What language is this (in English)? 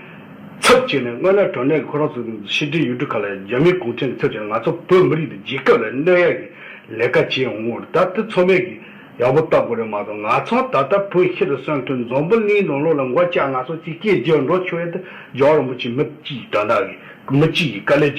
Tibetan